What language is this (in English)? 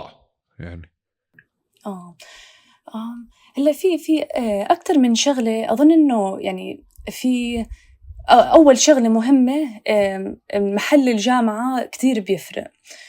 North Levantine Arabic